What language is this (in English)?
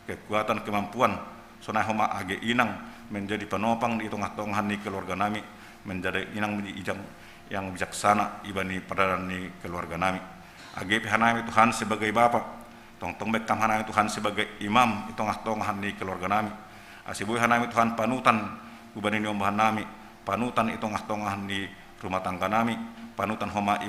Batak Simalungun